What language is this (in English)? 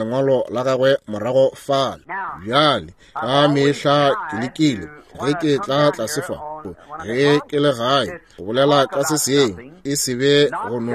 Northern Sotho